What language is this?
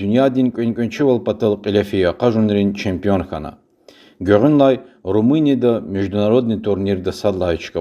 Lezghian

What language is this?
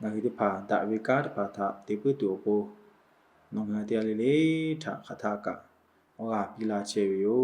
Lahu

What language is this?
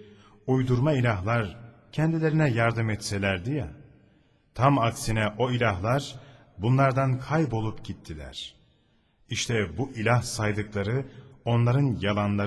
Turkish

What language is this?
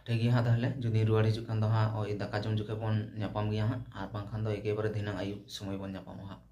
Santali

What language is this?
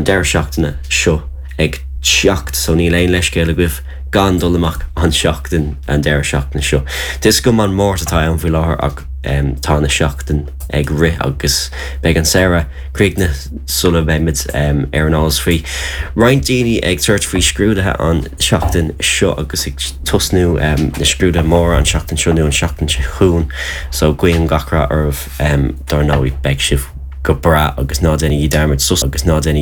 Irish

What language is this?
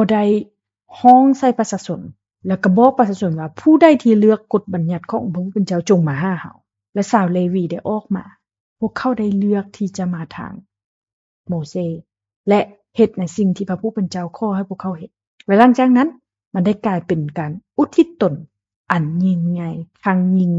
Lao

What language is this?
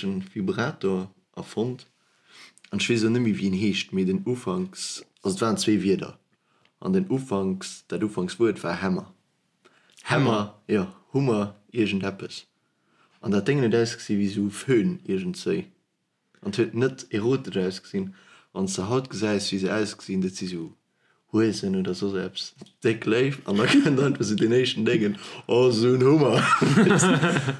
Luxembourgish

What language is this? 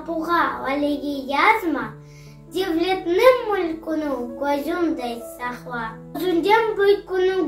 Crimean Tatar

